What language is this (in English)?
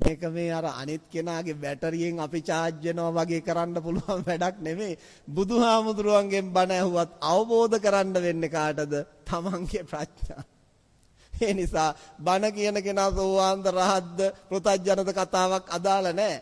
Sinhala